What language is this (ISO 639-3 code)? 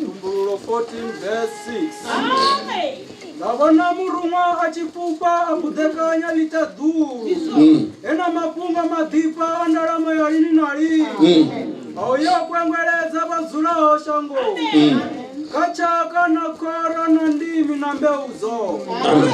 ven